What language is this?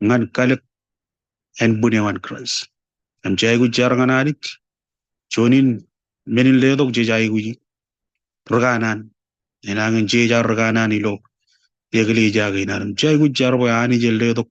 Marshallese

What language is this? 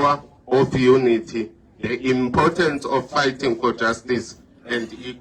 Tswana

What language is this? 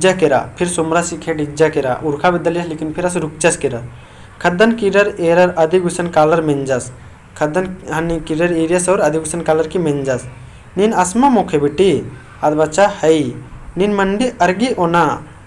Kurukh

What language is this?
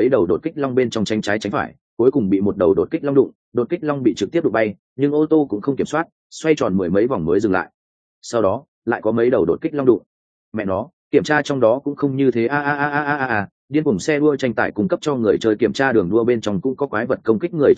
Vietnamese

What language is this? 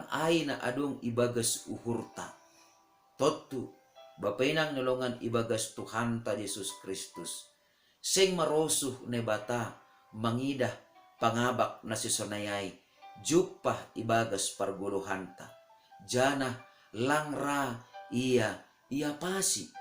Batak Simalungun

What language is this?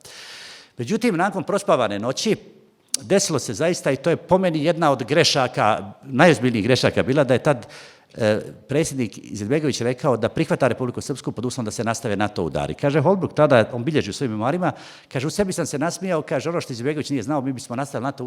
Bosnian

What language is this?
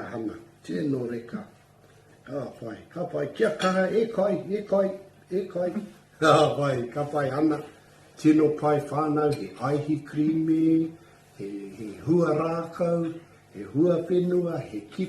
Māori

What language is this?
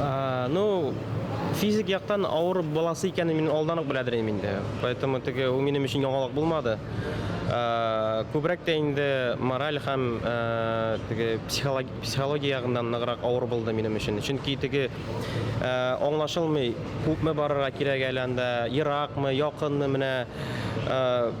Bashkir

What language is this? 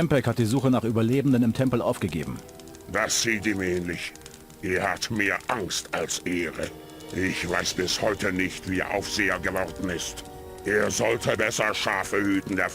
Bavarian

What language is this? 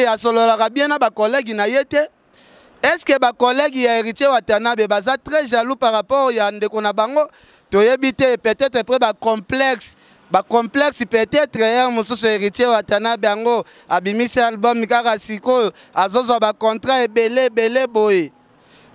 Lingala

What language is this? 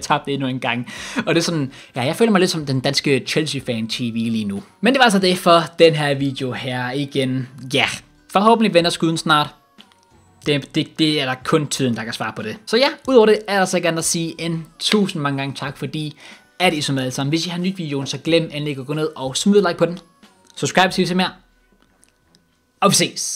Danish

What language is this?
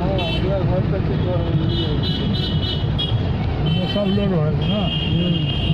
Maithili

